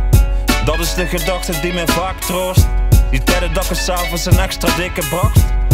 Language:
Dutch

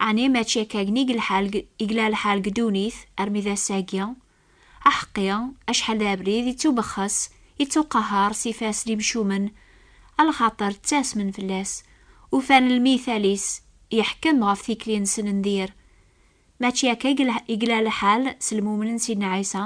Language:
Kabyle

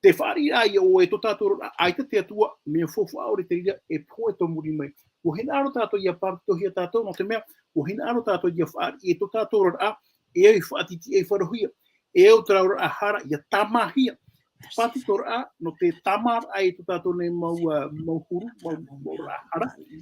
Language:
Tahitian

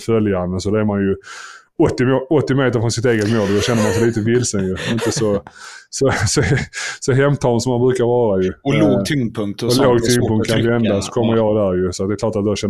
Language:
Swedish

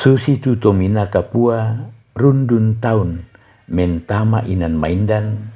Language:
Toraja-Sa'dan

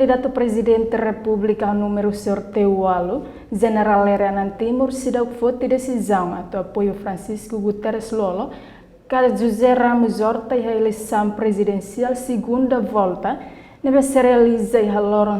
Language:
Tetum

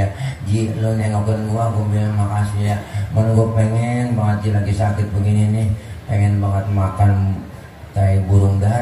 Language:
Betawi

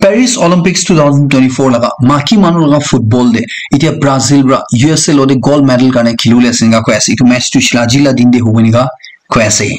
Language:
Naga Pidgin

